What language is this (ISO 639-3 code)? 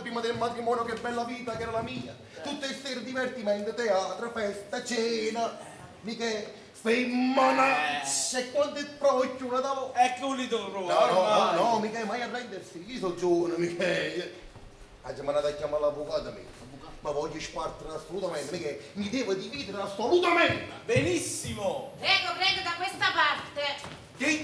nap